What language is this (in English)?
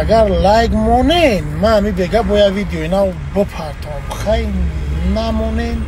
Tajik